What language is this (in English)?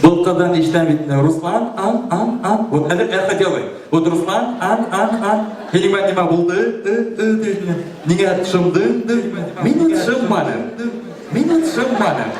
Bashkir